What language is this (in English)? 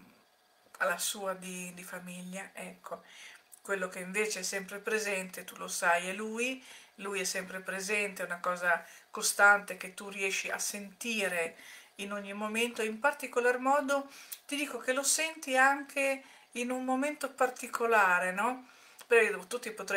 Italian